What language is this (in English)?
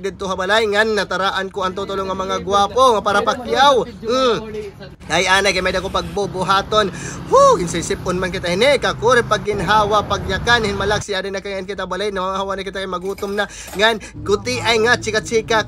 Waray